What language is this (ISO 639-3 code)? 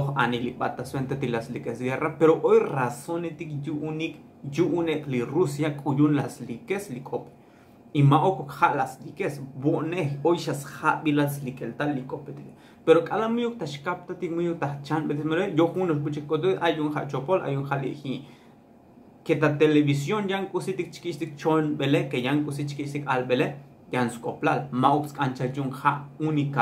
tzo